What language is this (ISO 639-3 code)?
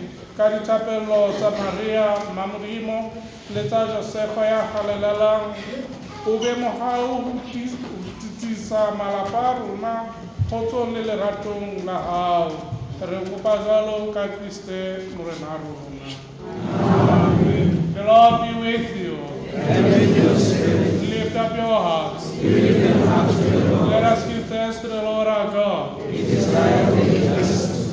sot